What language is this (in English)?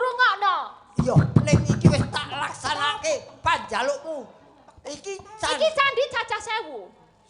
Javanese